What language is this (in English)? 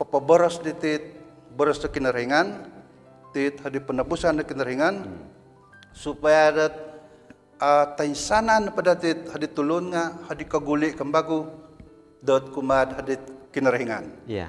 Central Dusun